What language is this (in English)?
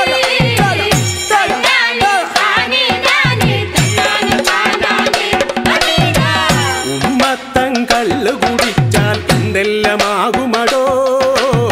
Malayalam